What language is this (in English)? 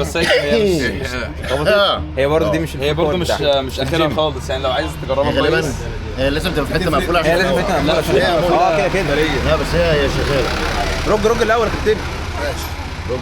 Egyptian Arabic